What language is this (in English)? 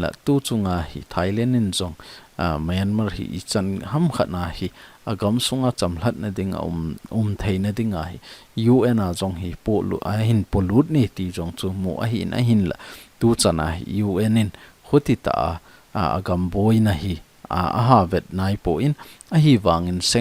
Thado Chin